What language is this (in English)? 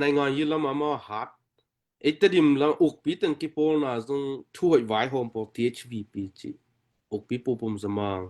Tedim Chin